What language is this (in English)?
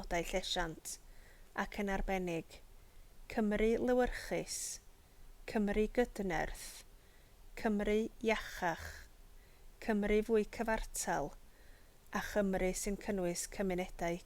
Welsh